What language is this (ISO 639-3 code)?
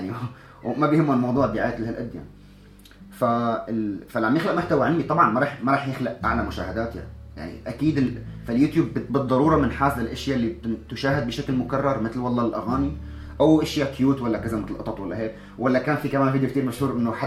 apc